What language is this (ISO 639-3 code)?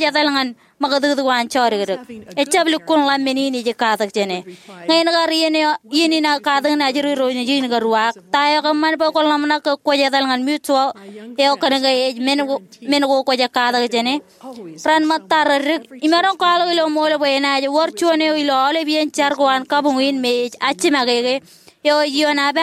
mah